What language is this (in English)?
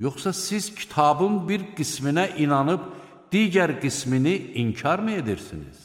Azerbaijani